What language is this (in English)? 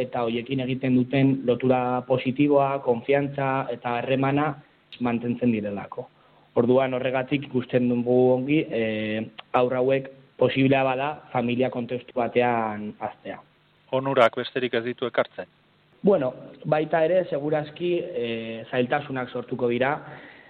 Basque